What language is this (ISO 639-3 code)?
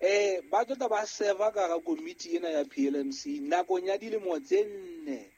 sot